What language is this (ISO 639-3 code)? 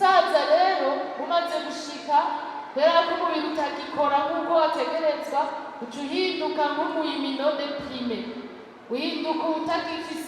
run